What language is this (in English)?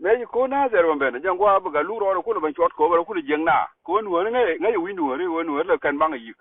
Nuer